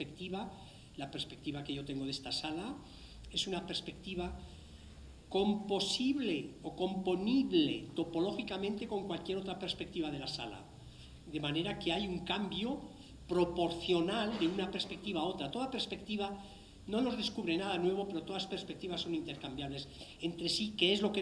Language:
Spanish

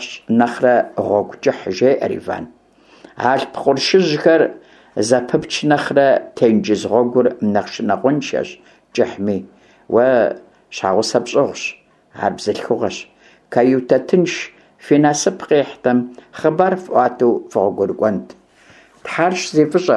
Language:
Kabardian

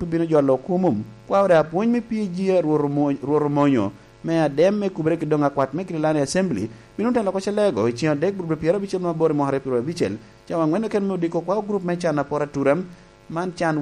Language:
Lango (Uganda)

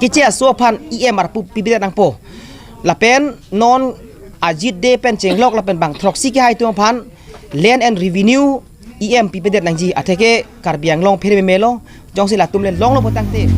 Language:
Karbi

